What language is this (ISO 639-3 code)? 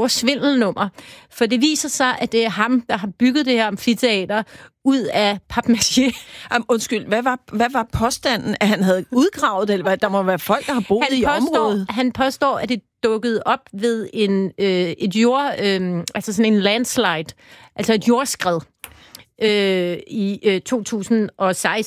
dan